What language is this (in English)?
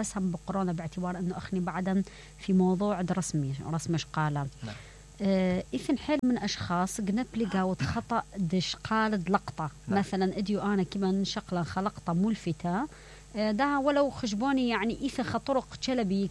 Mesopotamian Arabic